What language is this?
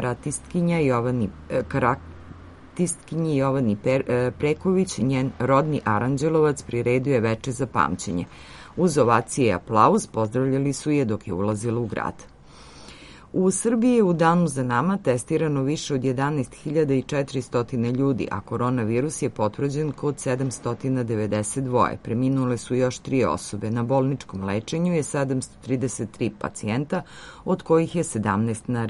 Serbian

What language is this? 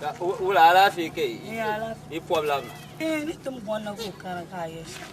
Dagbani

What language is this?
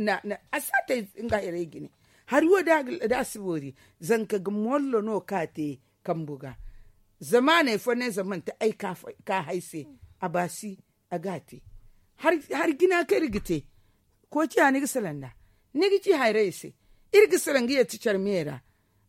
Zarma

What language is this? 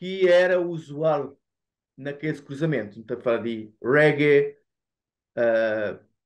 Kabuverdianu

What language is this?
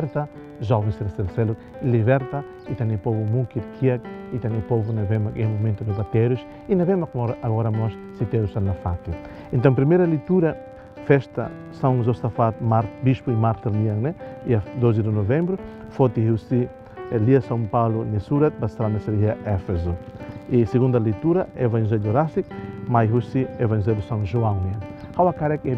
Tetum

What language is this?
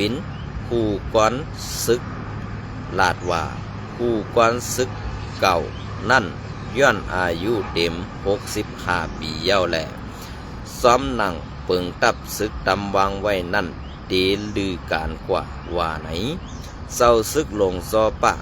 Shan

